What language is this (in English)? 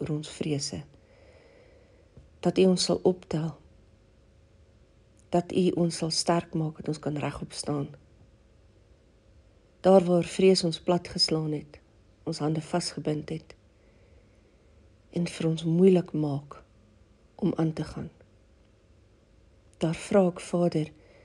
Afrikaans